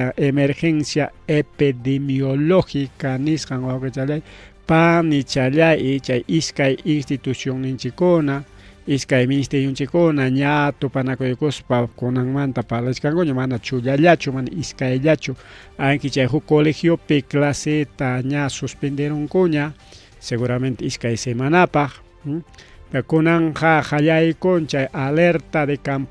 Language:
Ayacucho Quechua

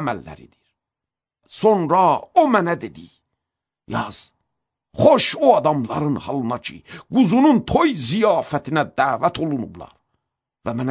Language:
Azerbaijani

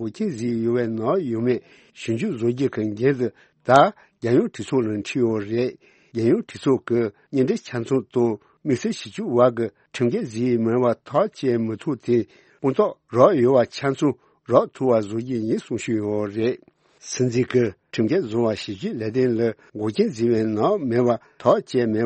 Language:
Tibetan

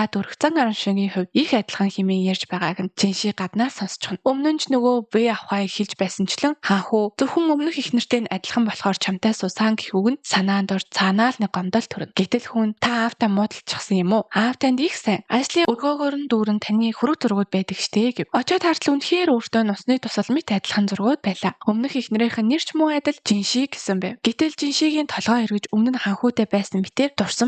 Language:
Mongolian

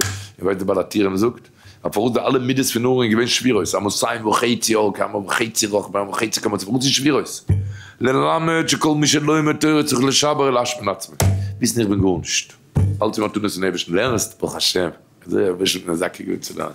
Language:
Yiddish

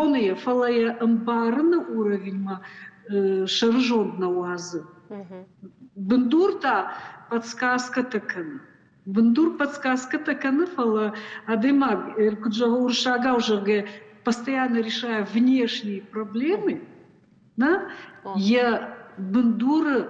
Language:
Ossetic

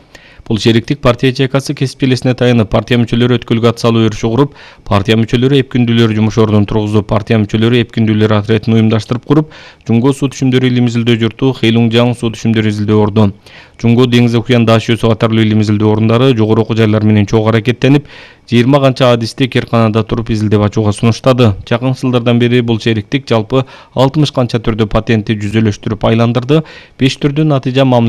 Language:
Kyrgyz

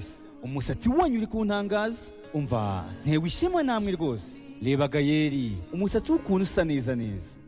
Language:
Kinyarwanda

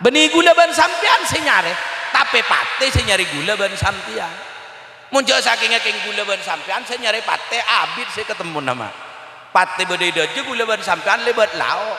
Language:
Madurese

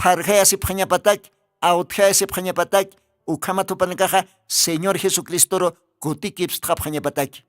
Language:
Aymara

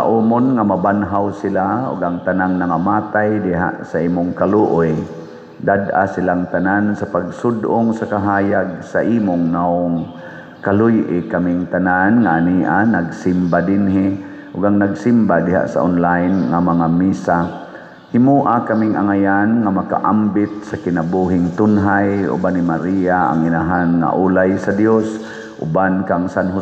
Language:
Cebuano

